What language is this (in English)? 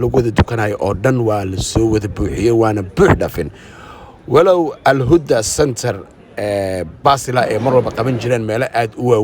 Somali